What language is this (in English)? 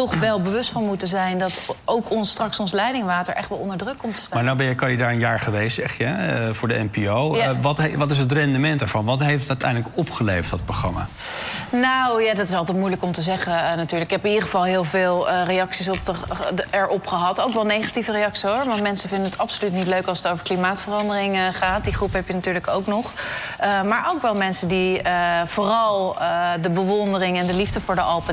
Dutch